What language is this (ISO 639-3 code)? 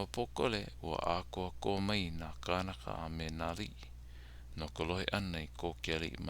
haw